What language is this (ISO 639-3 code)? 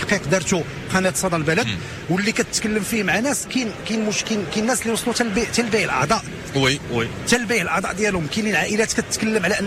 ary